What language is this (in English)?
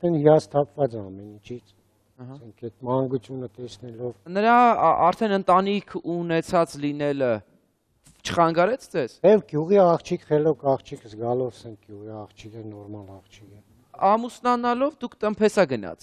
Armenian